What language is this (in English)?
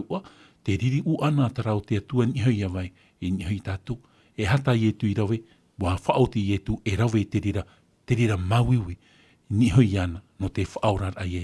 Tahitian